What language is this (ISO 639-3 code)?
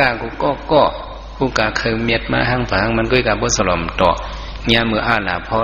shn